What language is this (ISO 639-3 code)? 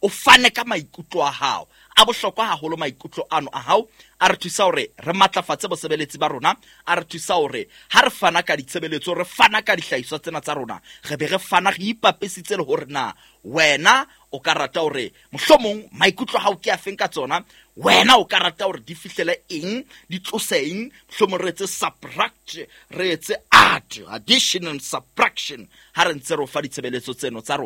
sot